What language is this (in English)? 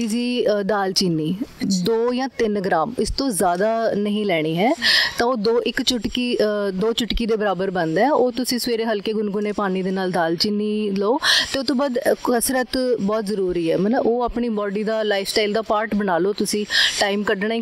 Punjabi